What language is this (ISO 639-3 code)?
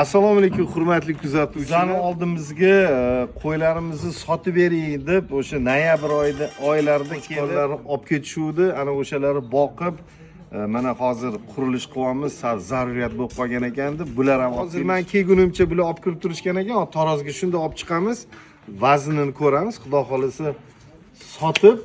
uzb